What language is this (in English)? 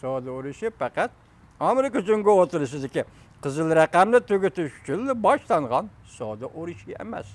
Uyghur